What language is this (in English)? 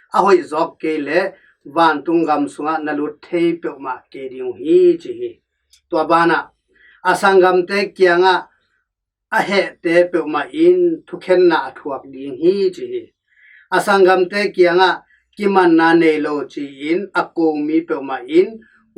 Tedim Chin